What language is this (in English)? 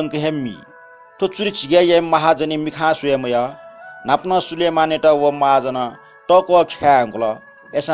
Newari